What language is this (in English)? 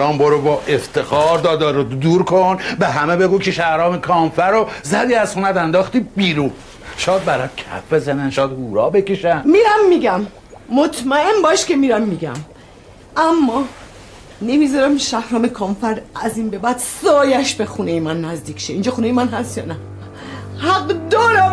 Persian